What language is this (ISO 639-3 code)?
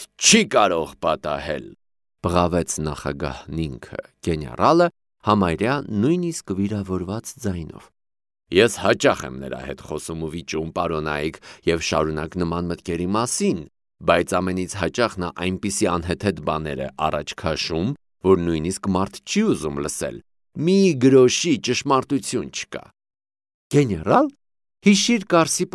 hye